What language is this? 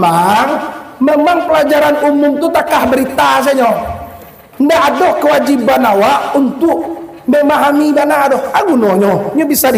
Minangkabau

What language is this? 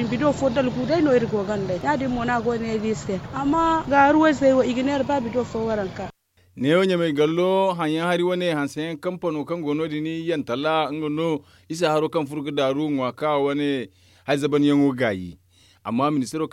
Zarma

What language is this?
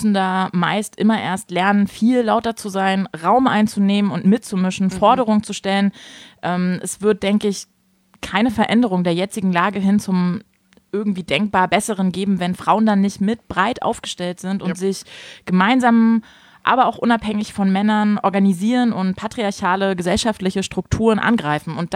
German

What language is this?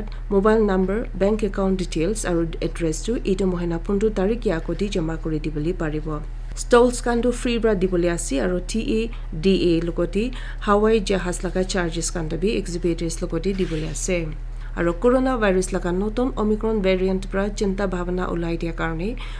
Naga Pidgin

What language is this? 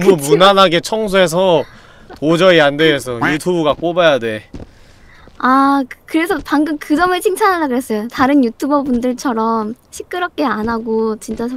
Korean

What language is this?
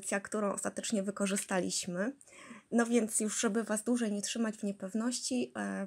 Polish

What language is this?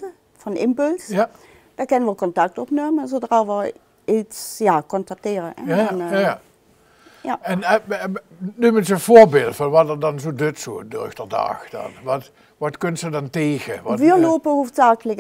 Limburgish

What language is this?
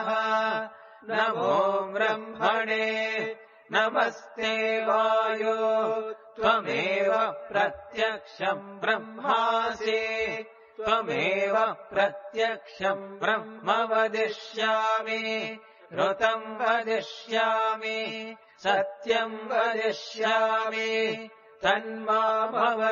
Sanskrit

